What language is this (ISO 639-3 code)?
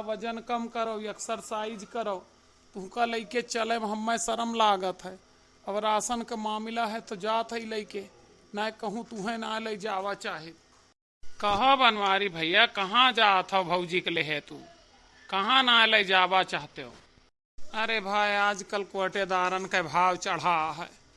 awa